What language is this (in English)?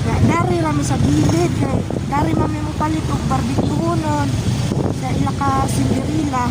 Cebuano